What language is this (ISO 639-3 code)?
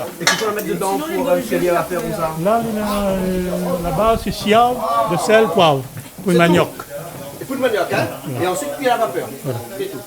rcf